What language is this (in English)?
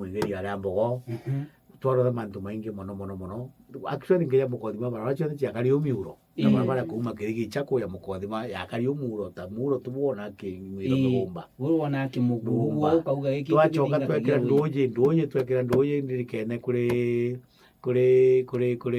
Meru